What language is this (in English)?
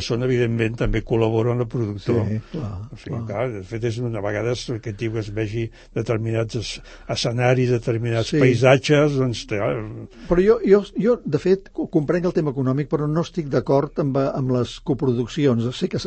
Catalan